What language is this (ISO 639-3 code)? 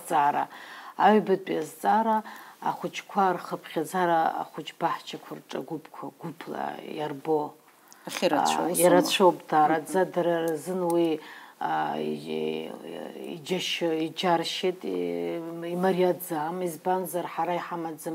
abk